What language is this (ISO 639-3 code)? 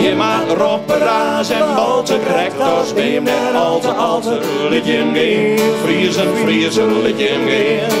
fry